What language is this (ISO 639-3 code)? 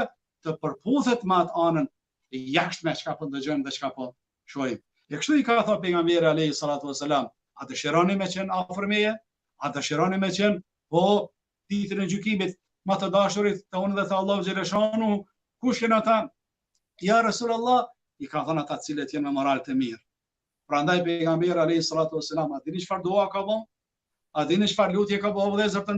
sqi